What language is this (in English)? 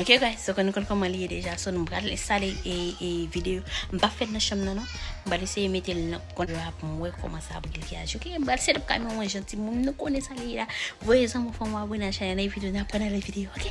Haitian Creole